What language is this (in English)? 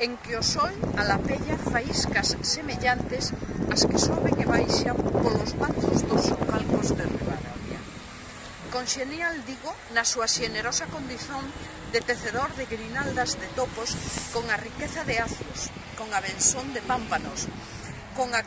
Galician